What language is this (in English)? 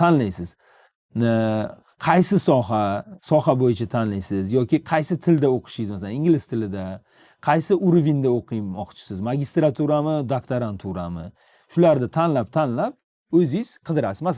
Uzbek